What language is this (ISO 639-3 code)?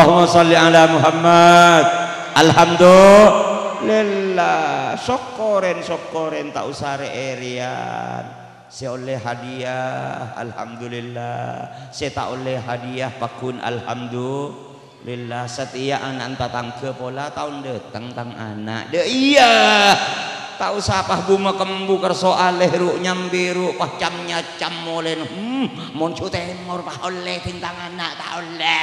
mad